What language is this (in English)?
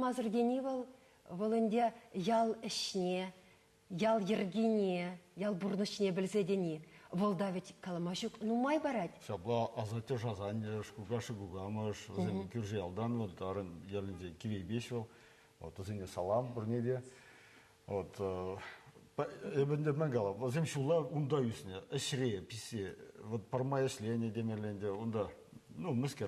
Chuvash